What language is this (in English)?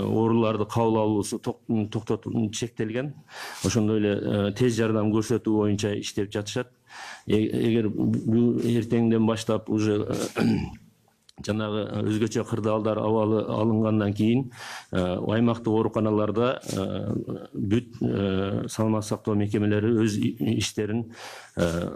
Kyrgyz